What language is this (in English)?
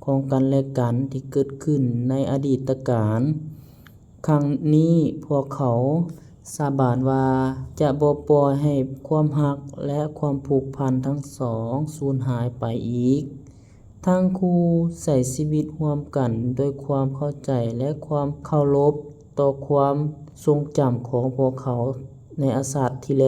Lao